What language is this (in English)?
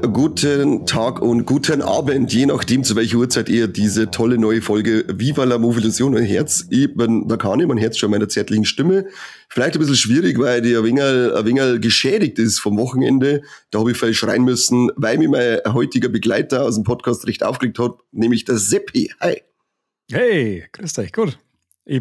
Bavarian